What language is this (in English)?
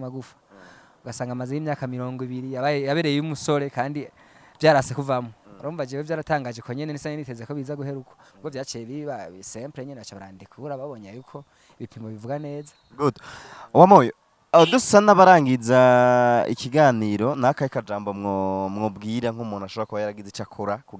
Rundi